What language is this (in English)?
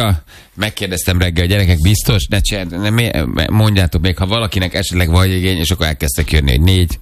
Hungarian